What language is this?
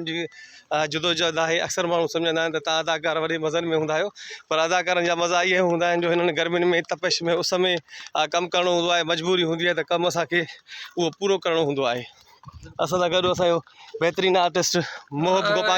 Sindhi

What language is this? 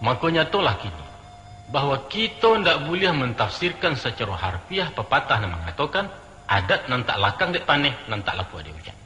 Minangkabau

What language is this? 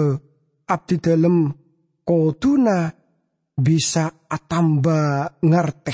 Madurese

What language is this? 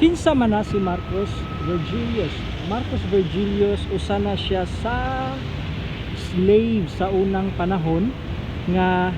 Cebuano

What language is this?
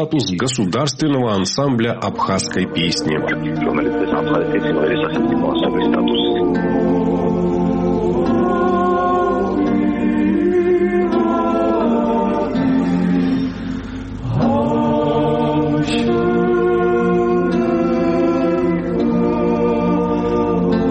Russian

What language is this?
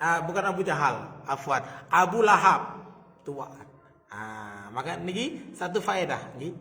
Sasak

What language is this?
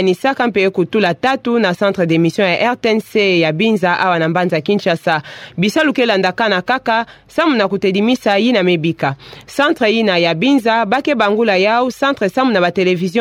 Kituba (Democratic Republic of Congo)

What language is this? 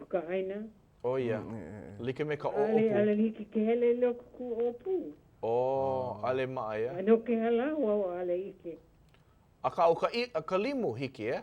Hawaiian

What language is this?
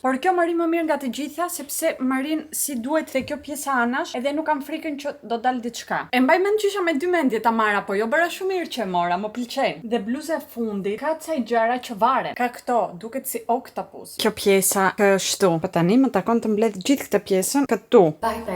Albanian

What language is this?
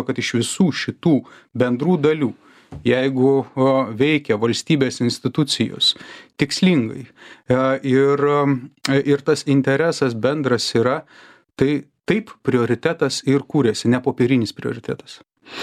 Lithuanian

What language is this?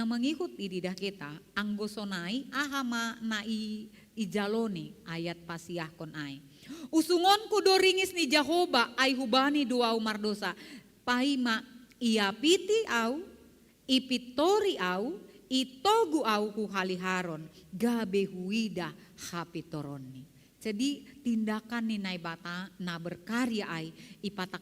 Batak Simalungun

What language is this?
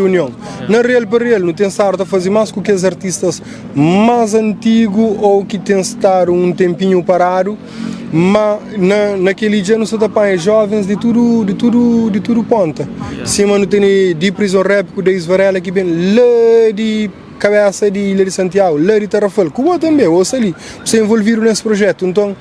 Kabuverdianu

